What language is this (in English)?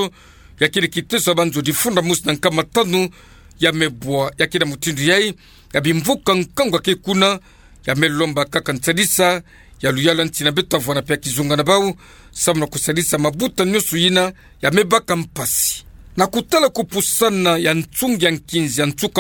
Kituba (Democratic Republic of Congo)